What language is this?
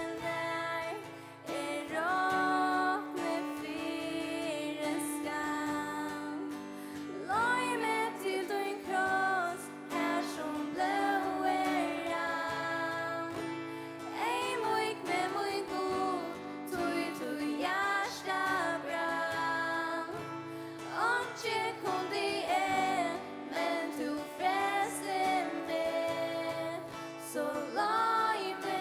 Faroese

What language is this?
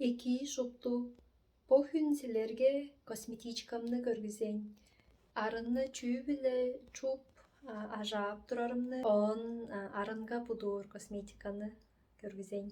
Tuvinian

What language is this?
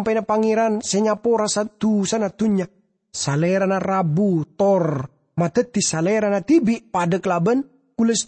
Madurese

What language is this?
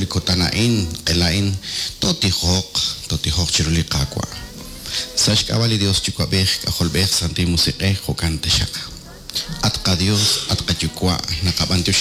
Kekchí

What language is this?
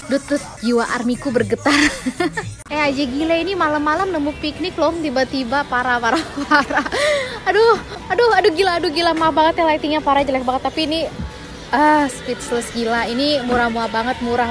Indonesian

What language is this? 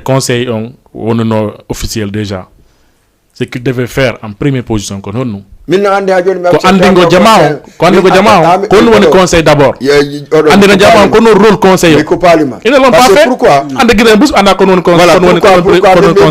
Fula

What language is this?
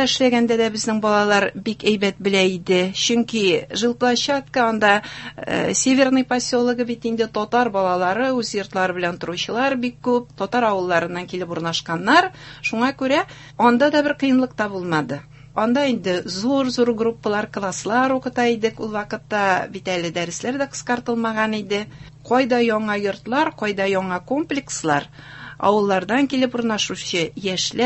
Tatar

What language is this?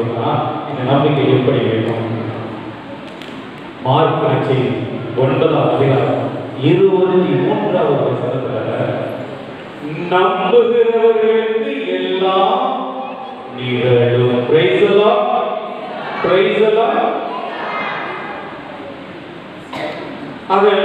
Tamil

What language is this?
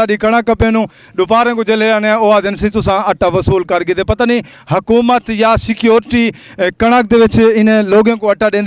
Saraiki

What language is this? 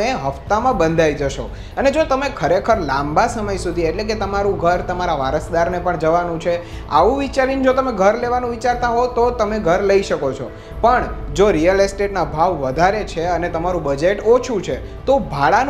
Gujarati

